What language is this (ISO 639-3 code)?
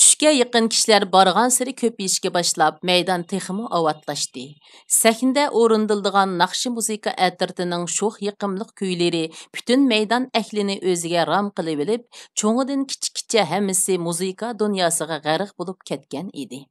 uig